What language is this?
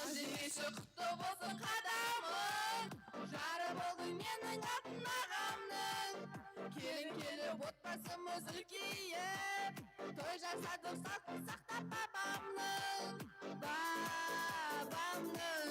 Kara-Kalpak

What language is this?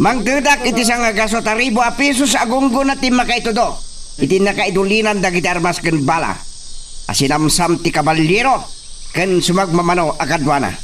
Iloko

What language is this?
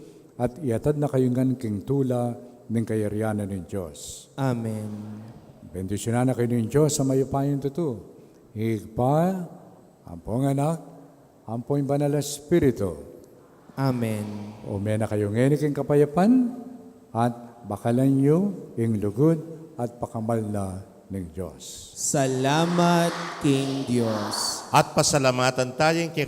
Pampanga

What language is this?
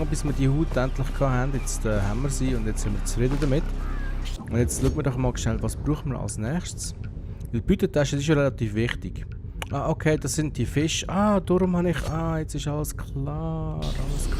Swiss German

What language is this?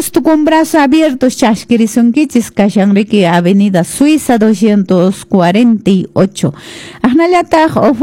Quechua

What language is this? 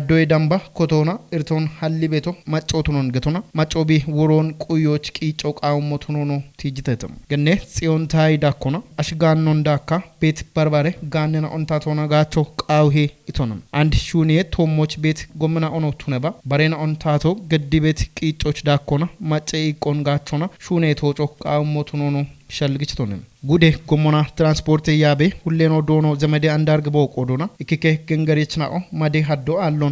Kafa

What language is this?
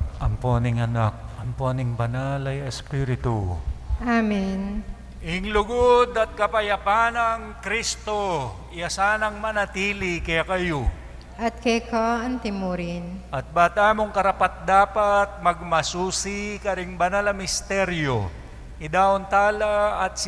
Pampanga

